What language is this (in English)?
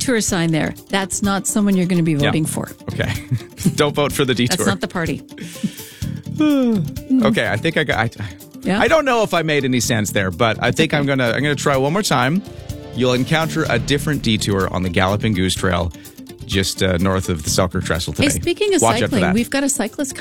English